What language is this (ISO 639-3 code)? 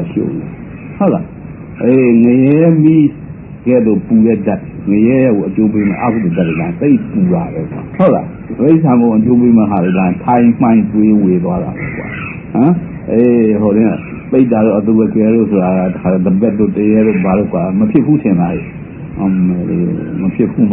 mya